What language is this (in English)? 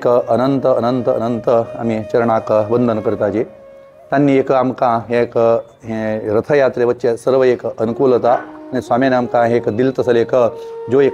Konkani